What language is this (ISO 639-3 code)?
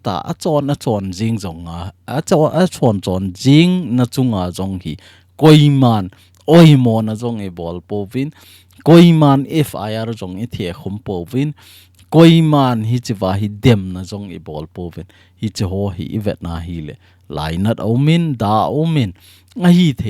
tcz